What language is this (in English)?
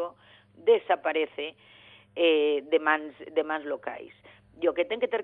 Galician